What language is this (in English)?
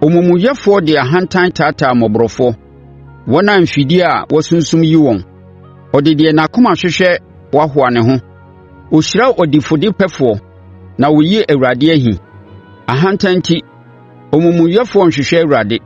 Akan